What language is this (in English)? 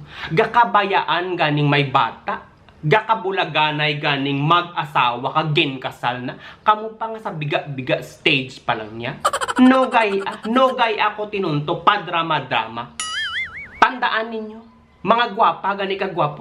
Hiligaynon